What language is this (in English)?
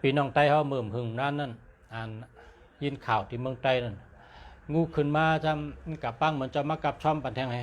Shan